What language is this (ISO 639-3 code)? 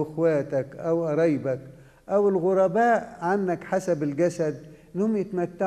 arz